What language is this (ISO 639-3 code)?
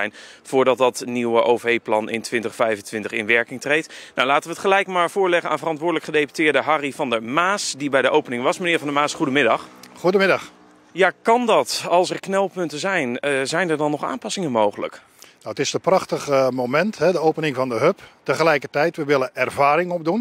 nld